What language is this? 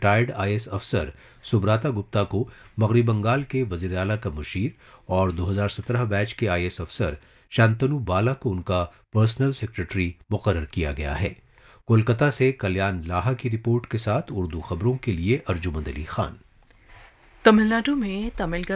Urdu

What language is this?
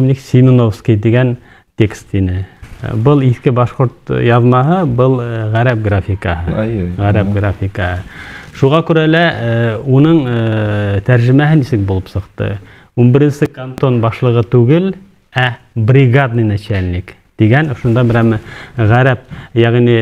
Bashkir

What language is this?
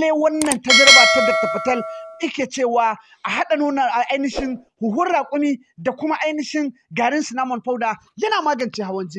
Hausa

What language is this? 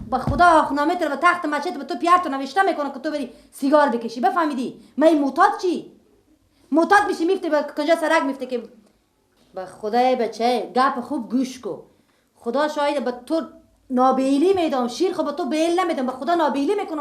Persian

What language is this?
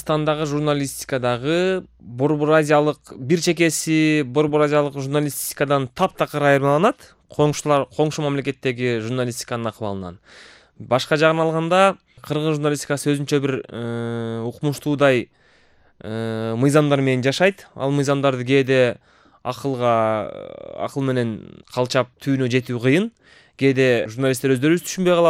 Kyrgyz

